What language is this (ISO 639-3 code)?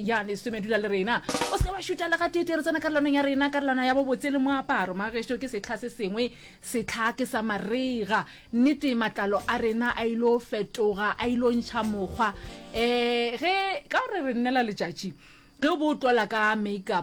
nso